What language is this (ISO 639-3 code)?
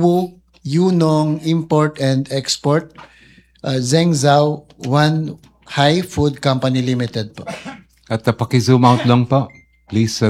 fil